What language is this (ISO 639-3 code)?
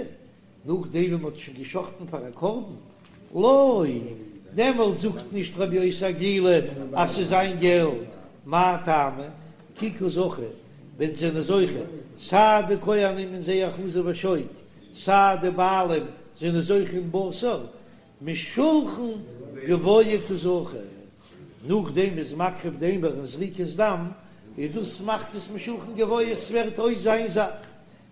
yid